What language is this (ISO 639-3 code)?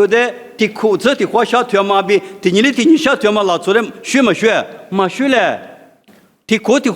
lis